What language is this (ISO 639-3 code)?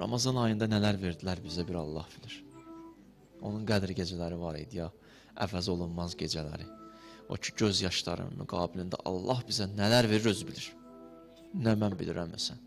aze